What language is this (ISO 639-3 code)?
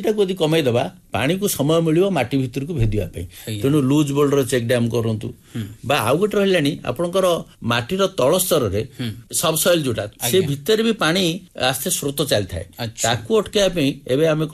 ori